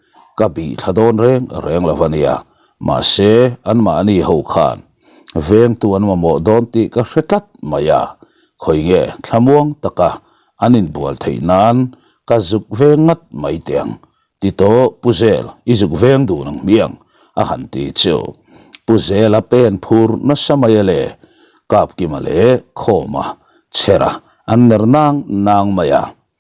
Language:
Mizo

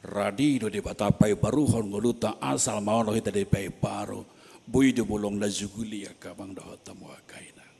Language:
Batak Toba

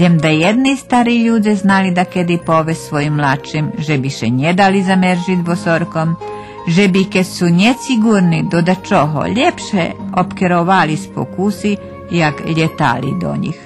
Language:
Rusyn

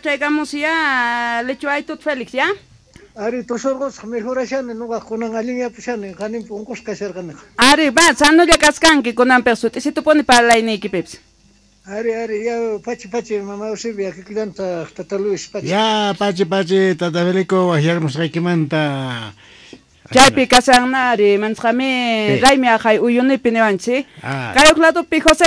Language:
South Bolivian Quechua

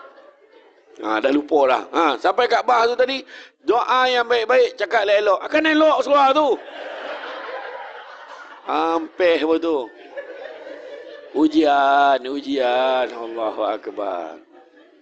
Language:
Malay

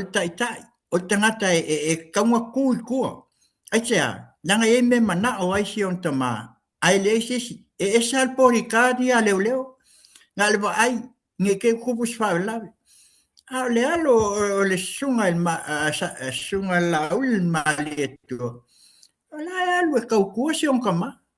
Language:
Samoan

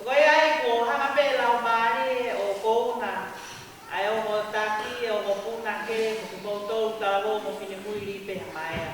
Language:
Tongan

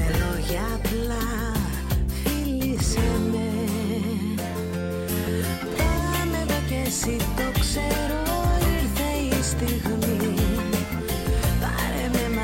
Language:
Greek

